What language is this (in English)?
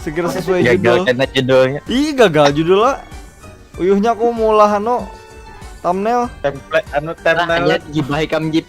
Banjar